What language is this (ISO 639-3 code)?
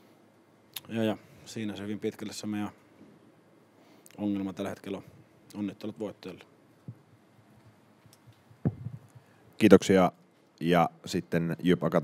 fin